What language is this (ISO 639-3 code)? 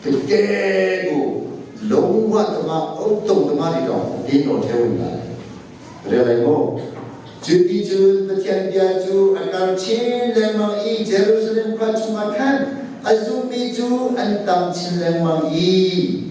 cnh